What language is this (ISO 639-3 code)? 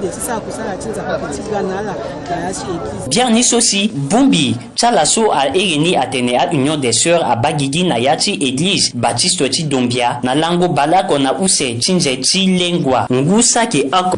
sag